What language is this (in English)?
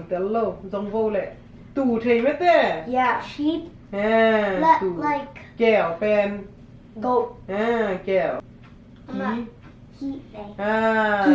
Tedim Chin